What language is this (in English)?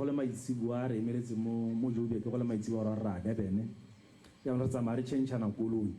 Tswana